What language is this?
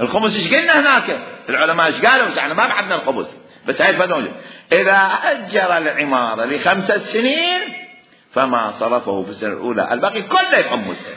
Mesopotamian Arabic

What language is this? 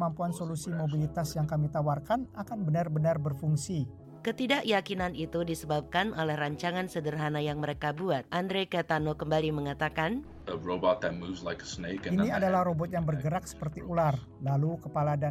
Indonesian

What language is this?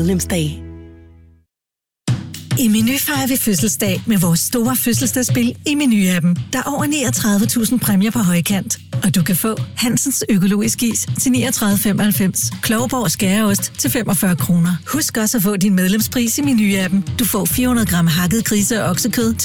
Danish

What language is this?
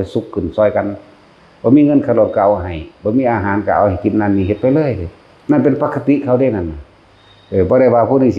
Northeastern Thai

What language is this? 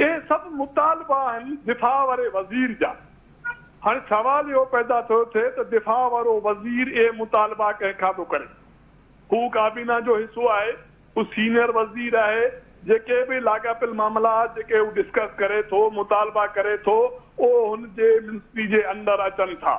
Sindhi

